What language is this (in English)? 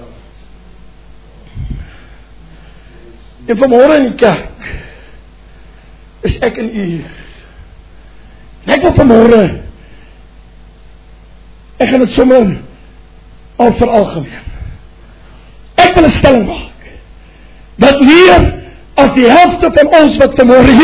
Afrikaans